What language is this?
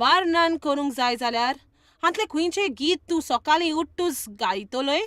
Konkani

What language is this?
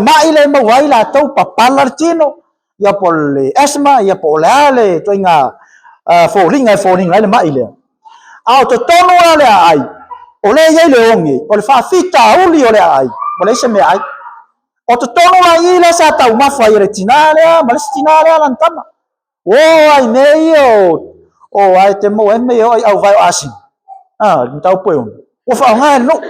Samoan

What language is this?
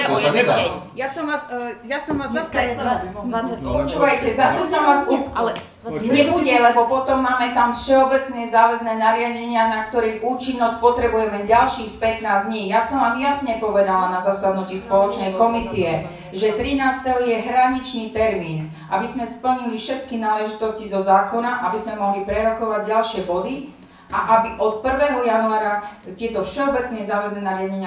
Slovak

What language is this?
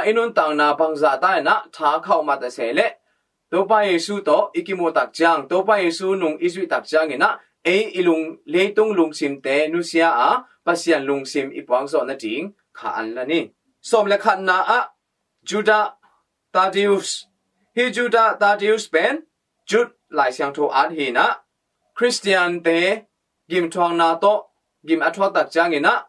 Tedim Chin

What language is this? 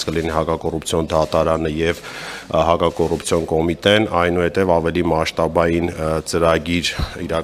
Armenian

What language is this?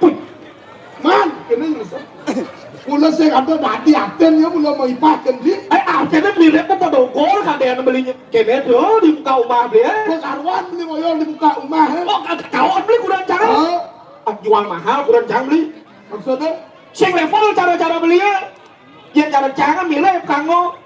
Balinese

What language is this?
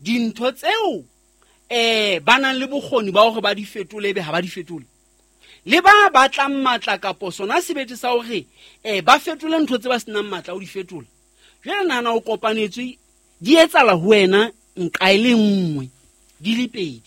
Southern Sotho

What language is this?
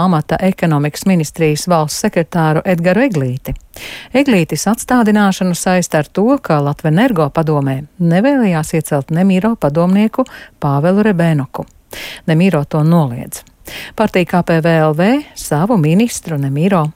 Latvian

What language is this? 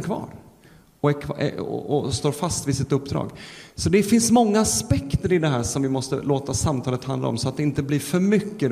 Swedish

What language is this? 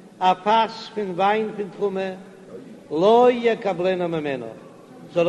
Yiddish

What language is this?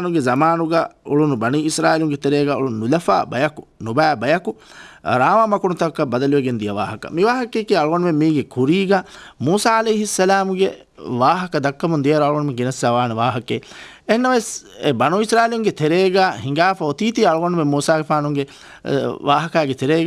Divehi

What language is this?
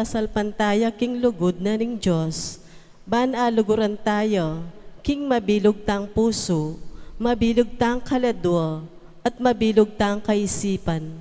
Pampanga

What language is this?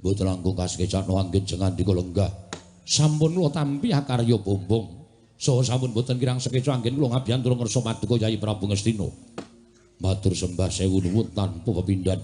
Javanese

